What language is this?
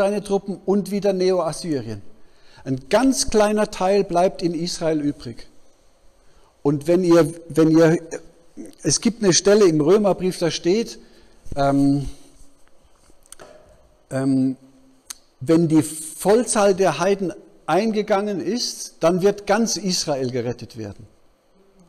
German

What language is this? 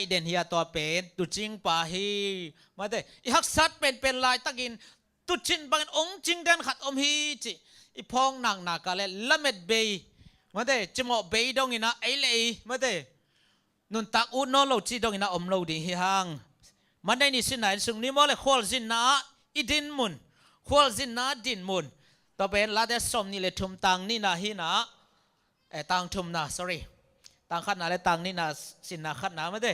Tedim Chin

